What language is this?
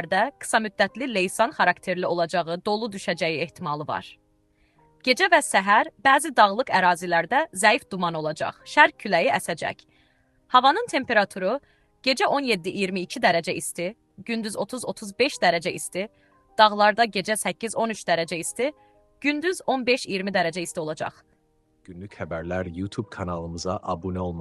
Azerbaijani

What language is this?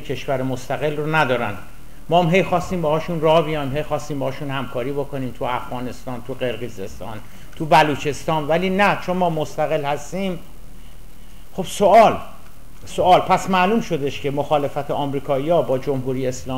Persian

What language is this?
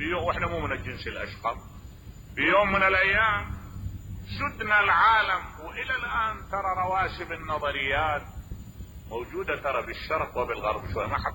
Mesopotamian Arabic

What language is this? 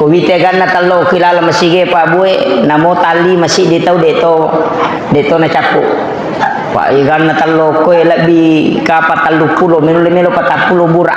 Buginese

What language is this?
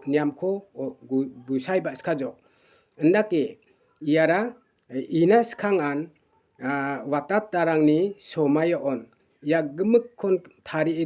Garo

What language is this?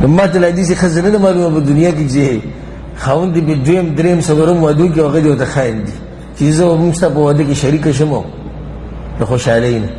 Pashto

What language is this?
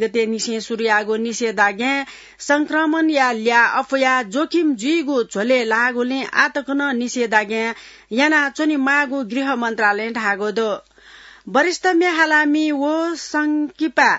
Newari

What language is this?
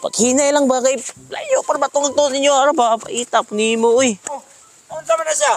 Cebuano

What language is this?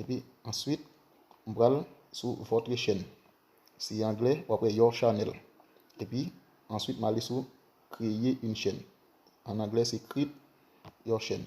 Haitian Creole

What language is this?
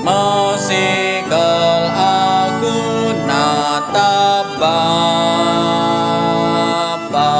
Batak Karo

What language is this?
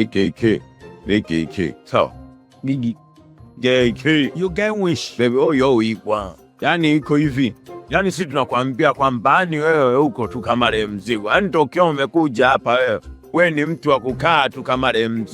Swahili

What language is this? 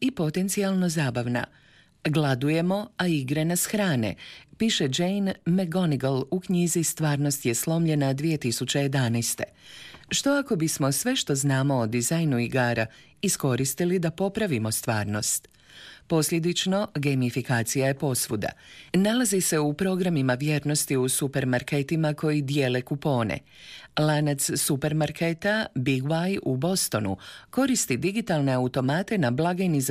Croatian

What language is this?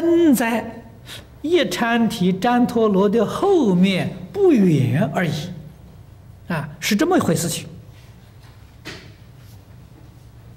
Chinese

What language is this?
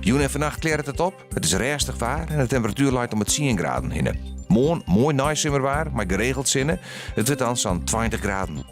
Western Frisian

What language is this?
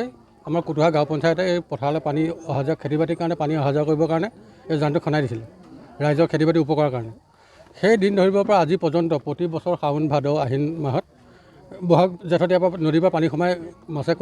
Assamese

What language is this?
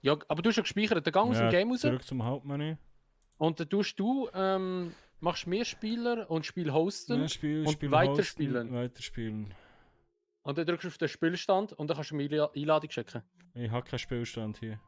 Swiss German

